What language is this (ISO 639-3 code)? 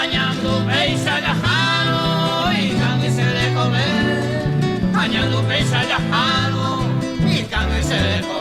grn